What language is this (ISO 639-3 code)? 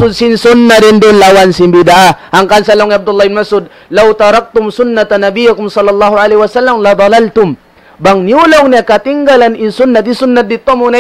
tsg